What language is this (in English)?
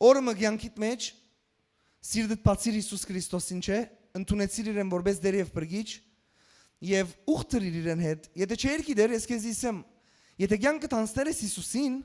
Western Armenian